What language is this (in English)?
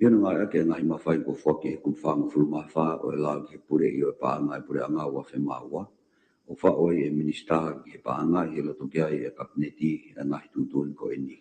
Tongan